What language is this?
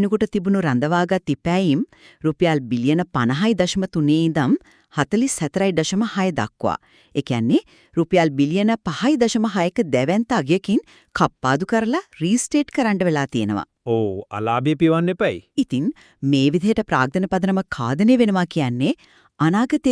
Sinhala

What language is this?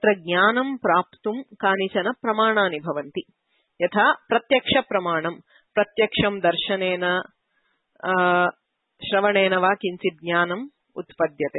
Sanskrit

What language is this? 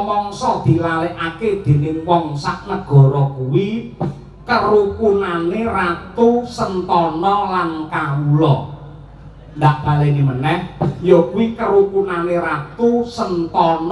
Javanese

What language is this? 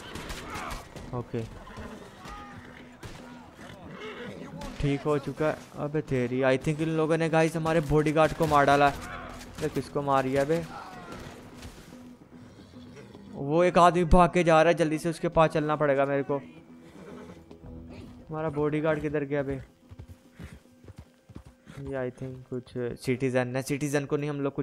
Hindi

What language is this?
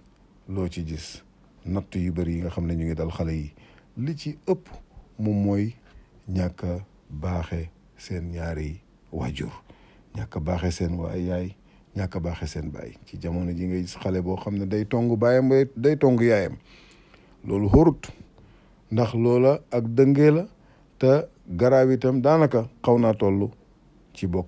Wolof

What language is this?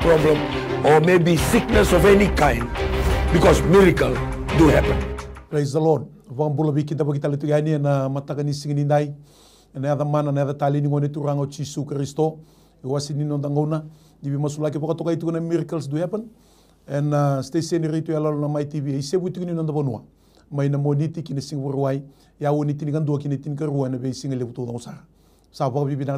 Fijian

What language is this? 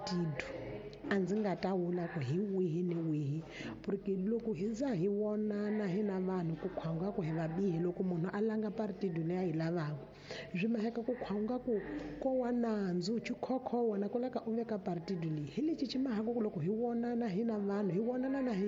Tsonga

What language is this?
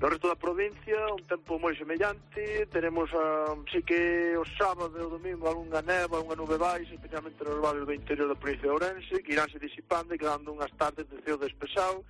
Galician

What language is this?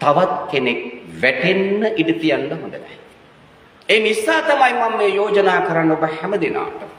Sinhala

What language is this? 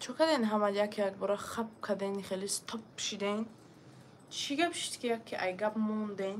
Tajik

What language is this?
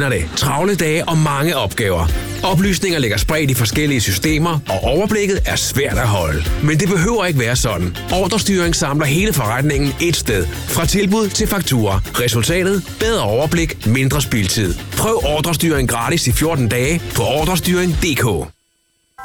Danish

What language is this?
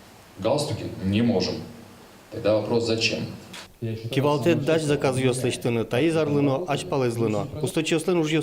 Udmurt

